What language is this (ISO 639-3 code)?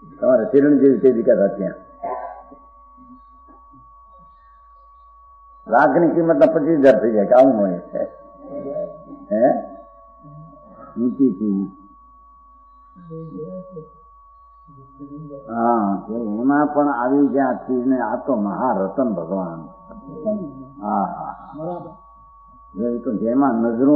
guj